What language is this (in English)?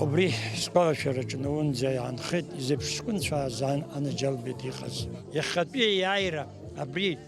Abkhazian